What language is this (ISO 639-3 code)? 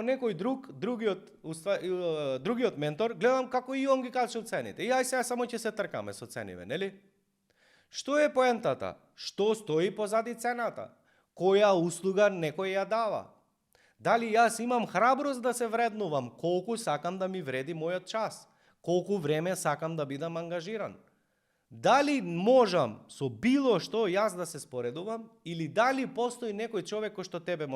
mkd